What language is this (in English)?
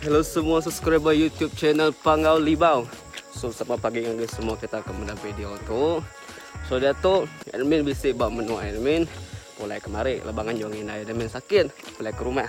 Iban